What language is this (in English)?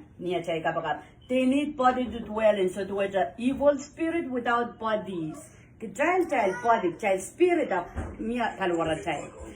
Pohnpeian